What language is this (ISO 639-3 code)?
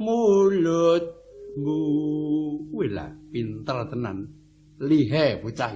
jav